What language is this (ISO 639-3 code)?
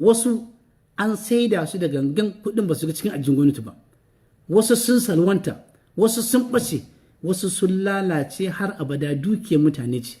hau